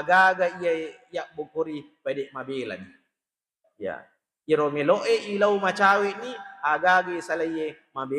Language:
Buginese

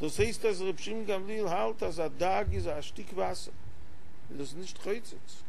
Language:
Yiddish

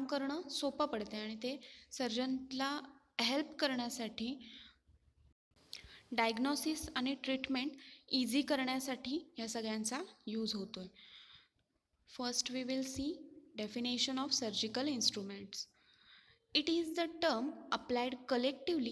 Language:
Marathi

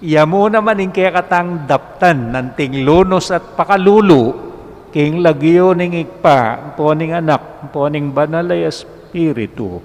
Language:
Pampanga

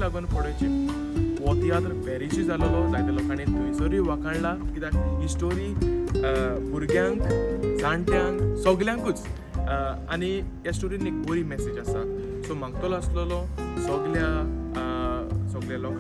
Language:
Konkani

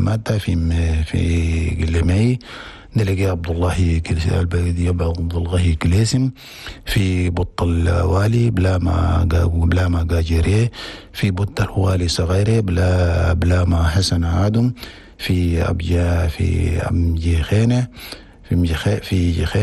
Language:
Chadian Arabic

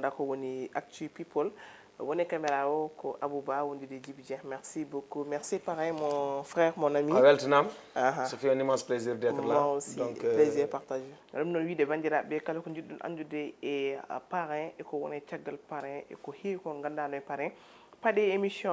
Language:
Fula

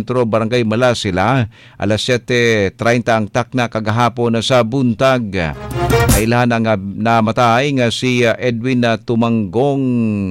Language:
Cebuano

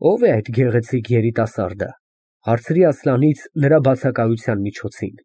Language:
Armenian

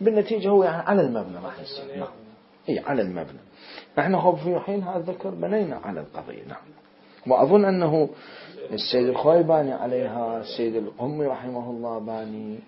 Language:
Mesopotamian Arabic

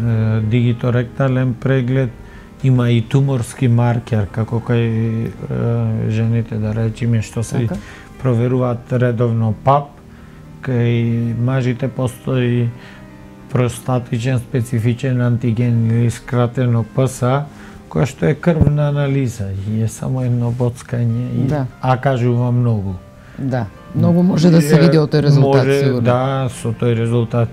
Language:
Macedonian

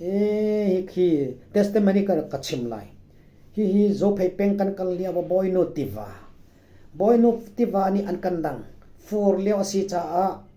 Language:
Falam Chin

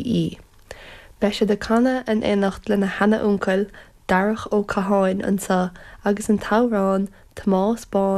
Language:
Irish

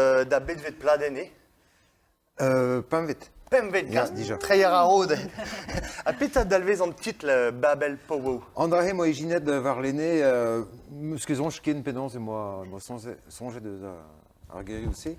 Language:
Breton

